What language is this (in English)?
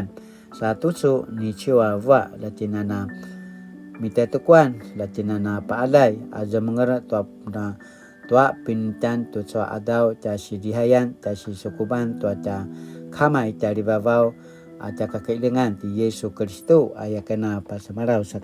Paiwan